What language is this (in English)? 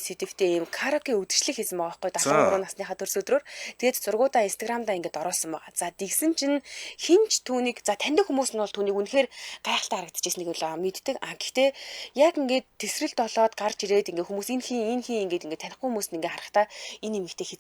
Mongolian